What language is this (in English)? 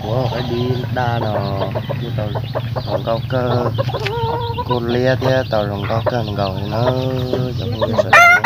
Hmong